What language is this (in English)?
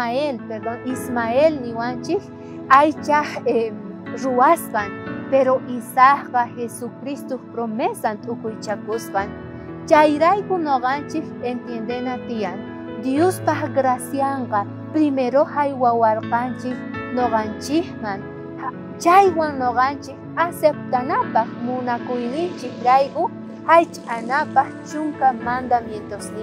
South Bolivian Quechua